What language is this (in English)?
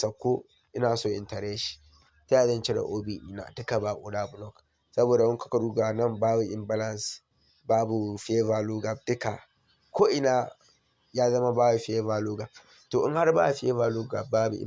Hausa